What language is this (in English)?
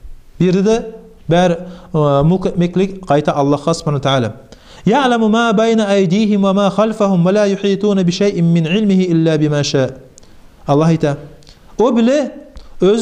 Kumyk